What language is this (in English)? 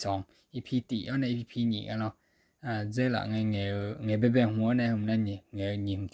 Akha